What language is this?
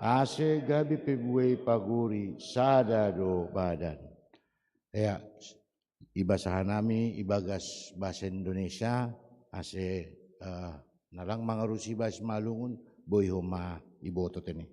Batak Simalungun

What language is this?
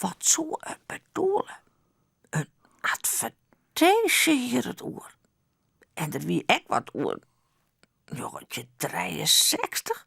Western Frisian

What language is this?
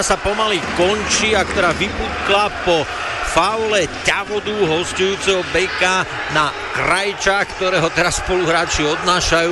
Slovak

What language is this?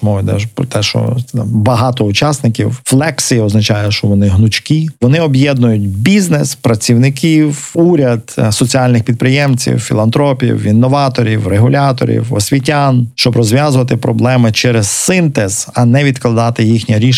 Ukrainian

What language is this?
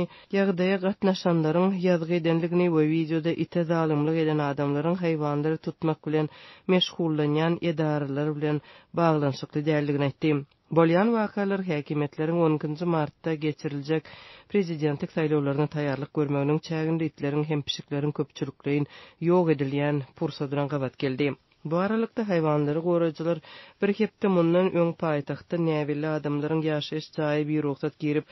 Turkmen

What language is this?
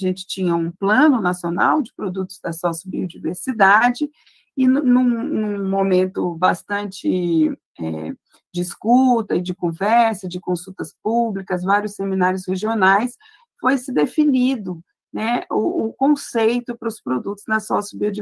Portuguese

